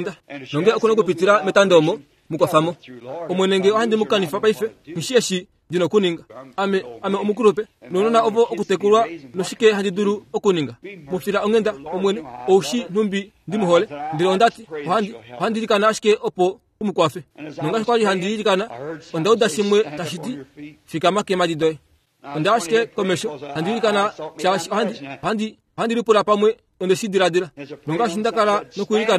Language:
Kuanyama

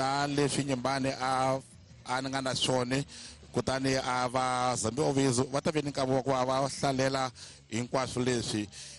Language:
Tsonga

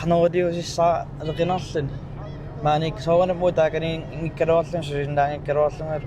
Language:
Kalaallisut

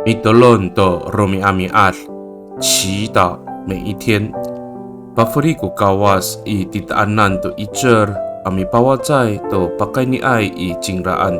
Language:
Amis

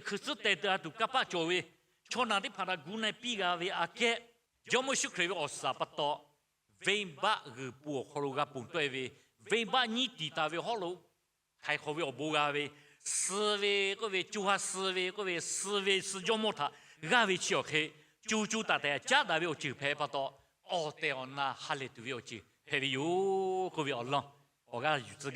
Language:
Lahu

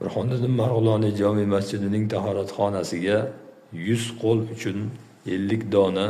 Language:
Uzbek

